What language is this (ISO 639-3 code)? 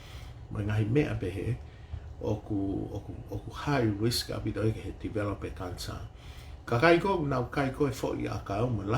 ton